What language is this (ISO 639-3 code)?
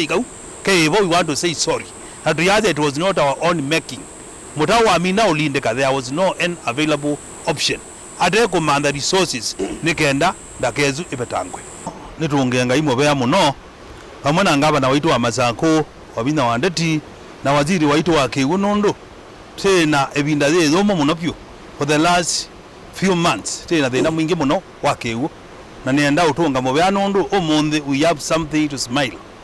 kam